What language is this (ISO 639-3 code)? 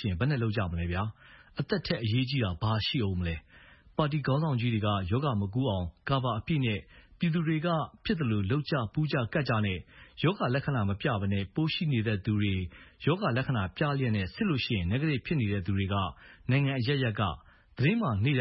mya